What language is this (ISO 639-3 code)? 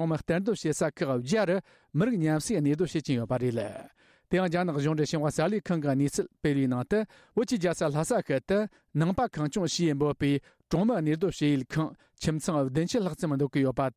bod